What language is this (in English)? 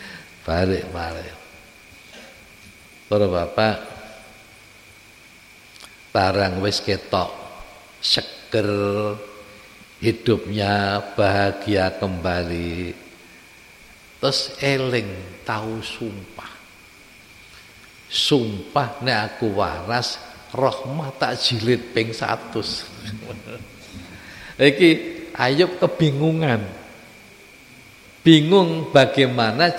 Javanese